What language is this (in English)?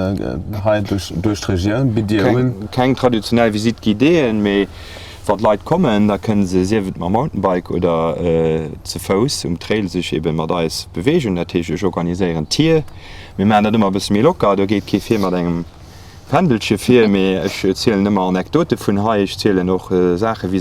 Luxembourgish